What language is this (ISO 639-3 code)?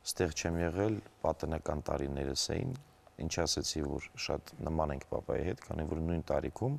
hye